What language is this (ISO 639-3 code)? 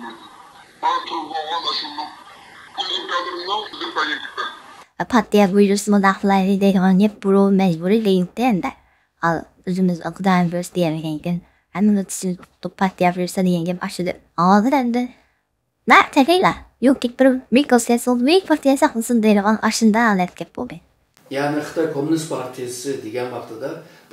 uig